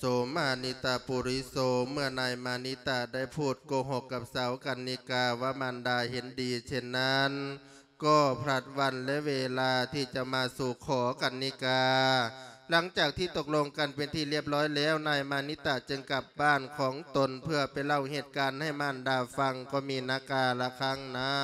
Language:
Lao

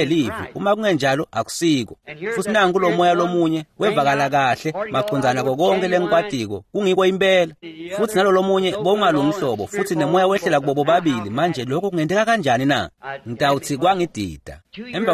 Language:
Swati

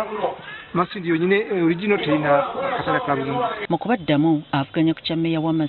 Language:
Ganda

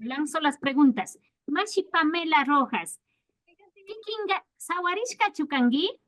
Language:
Imbabura Highland Quichua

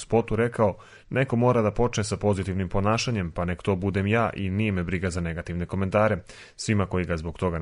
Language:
Serbian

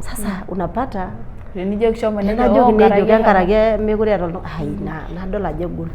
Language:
Masai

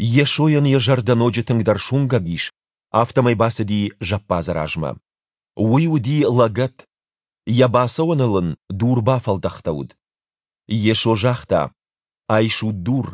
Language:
Ossetic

